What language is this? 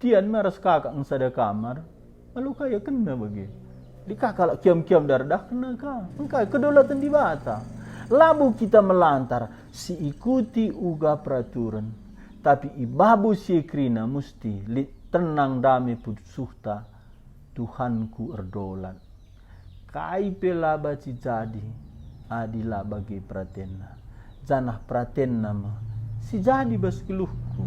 Batak Karo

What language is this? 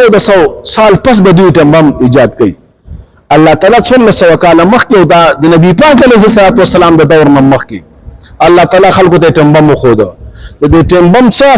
Pashto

